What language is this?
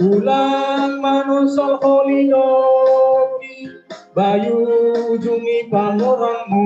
Batak Simalungun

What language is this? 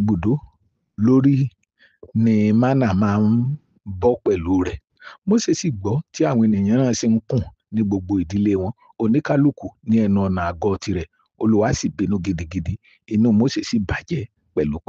Yoruba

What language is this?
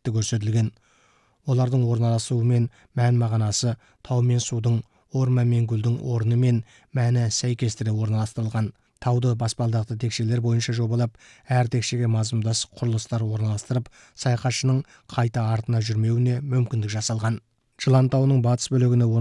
Kazakh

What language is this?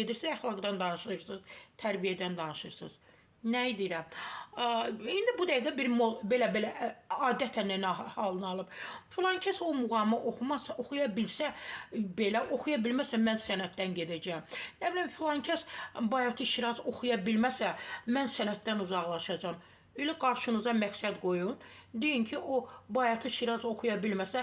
Azerbaijani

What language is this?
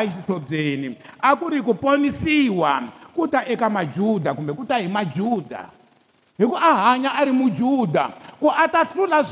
Tsonga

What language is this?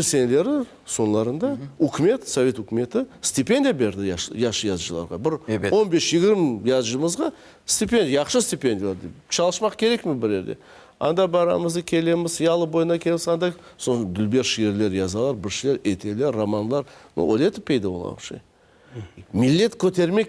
Crimean Tatar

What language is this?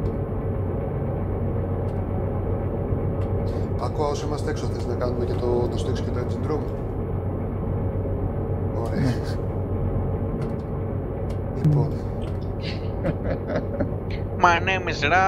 Greek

